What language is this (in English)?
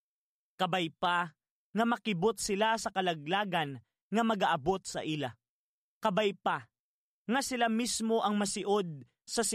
Hiligaynon